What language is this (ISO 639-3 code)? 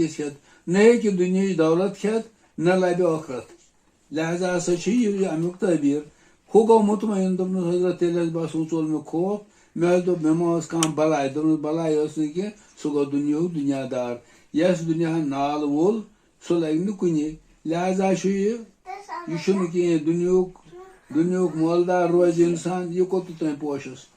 kas